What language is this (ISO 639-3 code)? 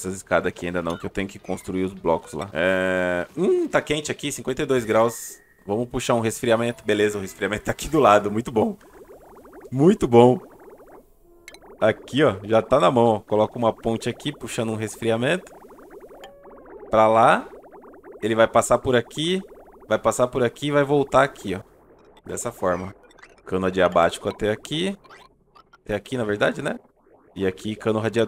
por